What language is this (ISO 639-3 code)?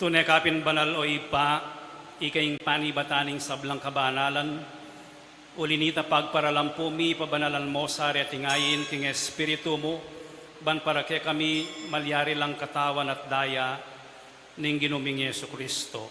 pam